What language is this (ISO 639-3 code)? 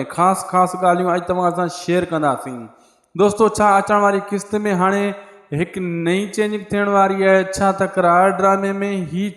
snd